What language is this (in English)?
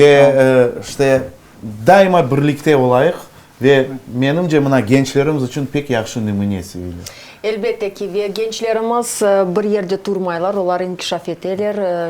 Crimean Tatar